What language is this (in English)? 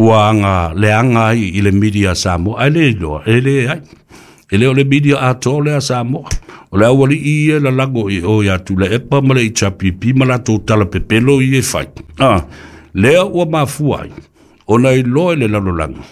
Samoan